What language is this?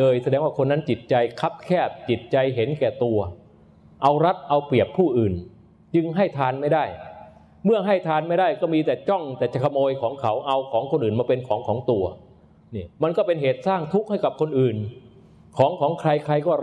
Thai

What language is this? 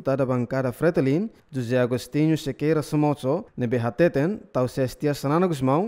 Tetum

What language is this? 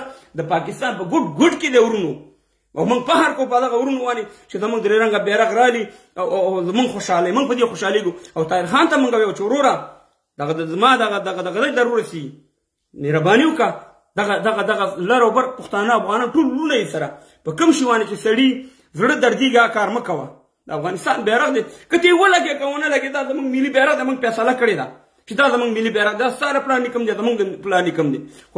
Pashto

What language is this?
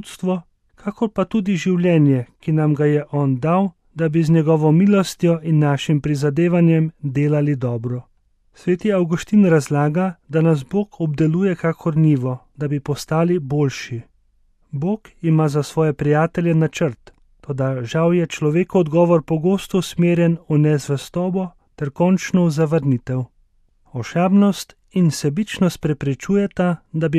Slovenian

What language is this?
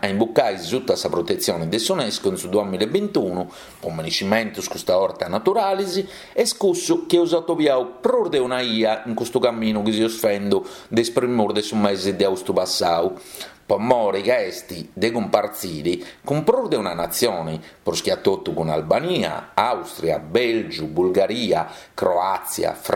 Sardinian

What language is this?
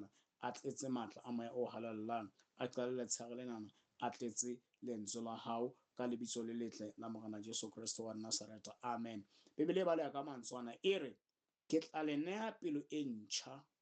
Southern Sotho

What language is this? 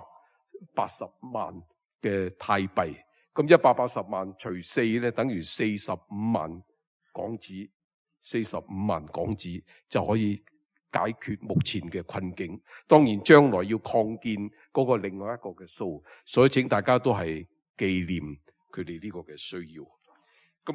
Cantonese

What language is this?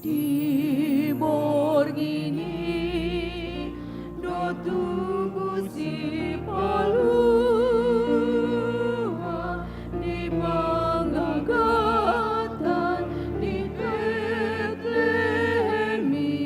Batak Toba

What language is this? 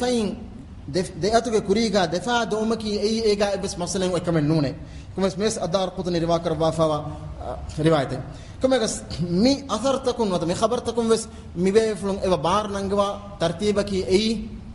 Divehi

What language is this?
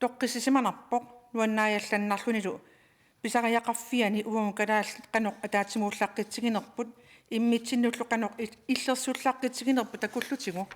Kalaallisut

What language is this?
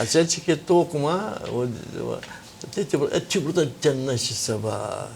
Gagauz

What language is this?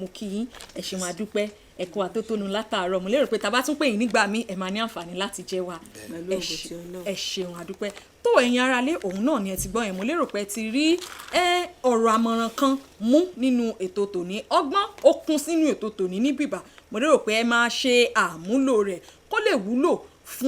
Yoruba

